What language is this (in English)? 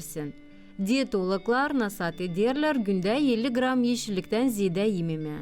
Gagauz